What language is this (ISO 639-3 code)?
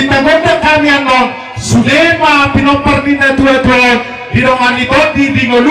bbc